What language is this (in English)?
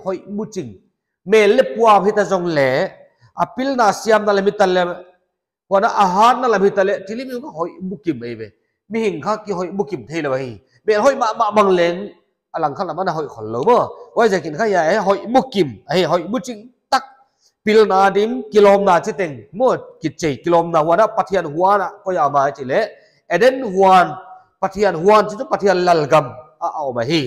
Paite Chin